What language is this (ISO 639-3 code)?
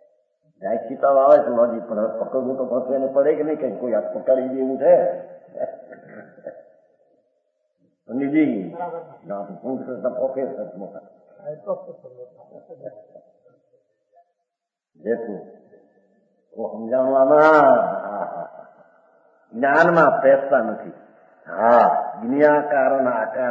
guj